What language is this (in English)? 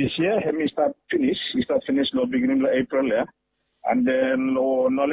Bislama